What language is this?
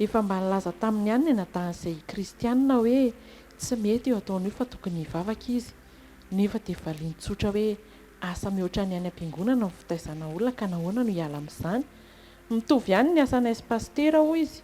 Malagasy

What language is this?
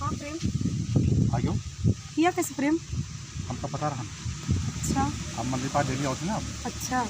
Awadhi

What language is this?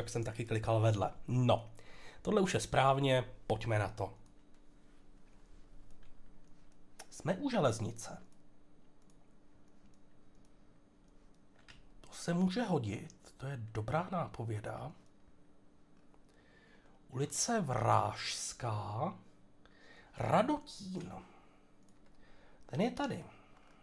Czech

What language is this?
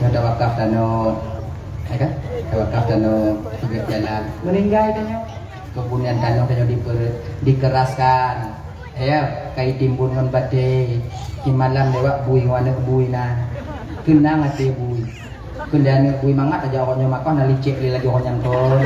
Achinese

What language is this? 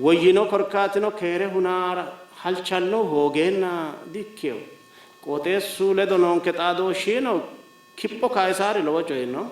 Sidamo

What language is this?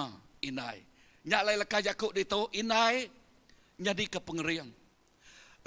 Iban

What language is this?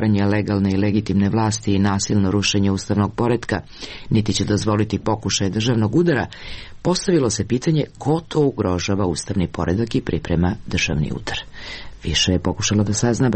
Serbian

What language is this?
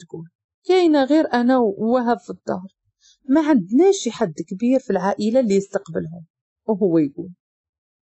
Moroccan Arabic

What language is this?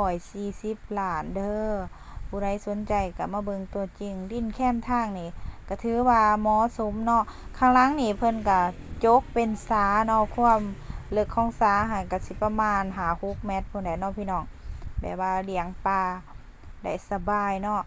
Lao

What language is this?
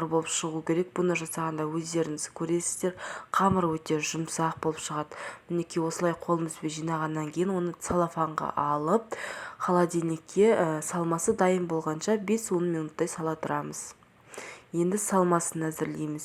Kazakh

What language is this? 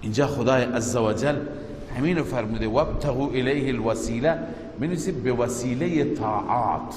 Persian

